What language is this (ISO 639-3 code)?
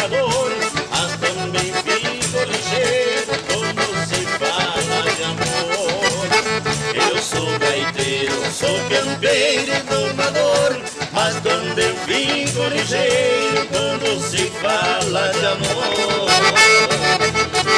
por